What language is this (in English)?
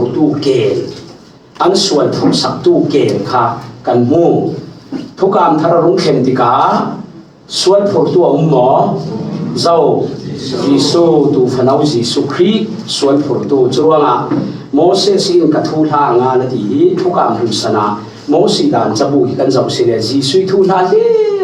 Falam Chin